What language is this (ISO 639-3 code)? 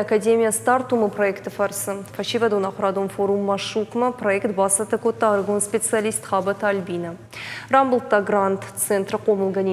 oss